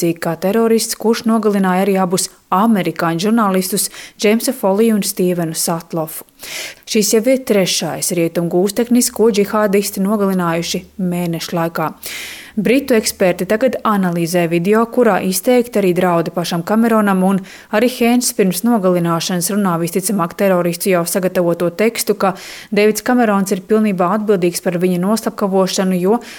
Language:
Latvian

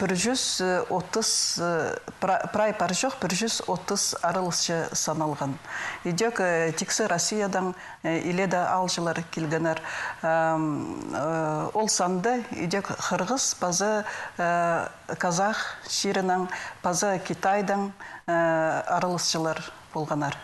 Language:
Khakas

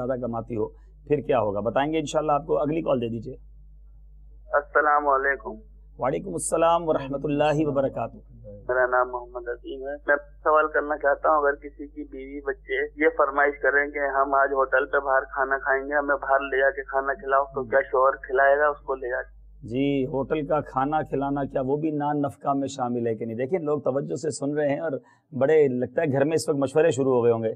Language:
Urdu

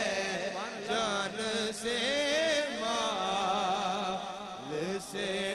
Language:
Urdu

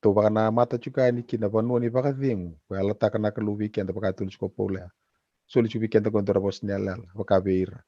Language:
Fijian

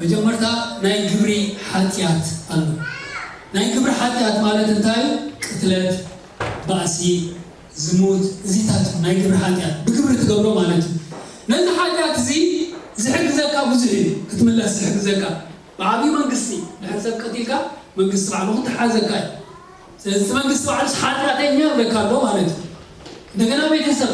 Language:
Tigrinya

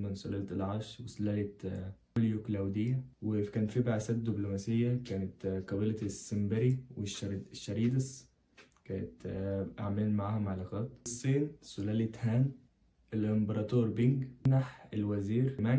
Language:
Egyptian Arabic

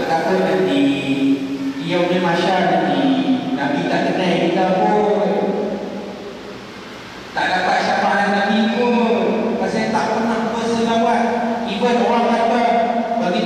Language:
Malay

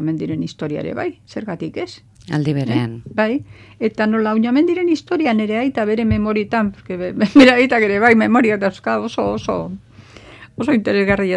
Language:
Basque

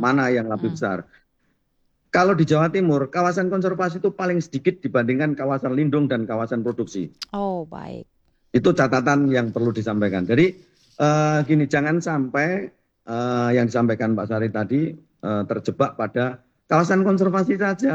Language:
Indonesian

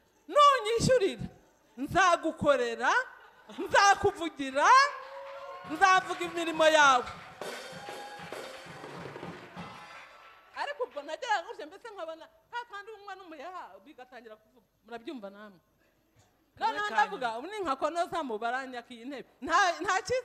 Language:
Kinyarwanda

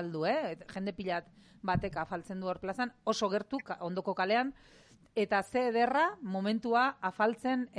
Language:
Basque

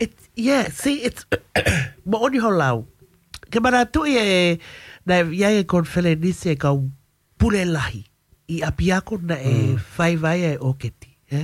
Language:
Tongan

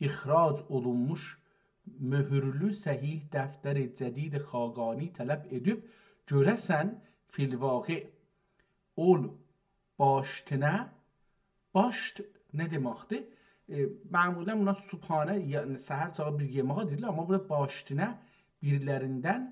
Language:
South Azerbaijani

